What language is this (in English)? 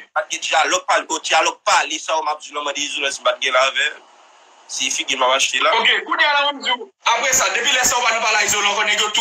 Haitian Creole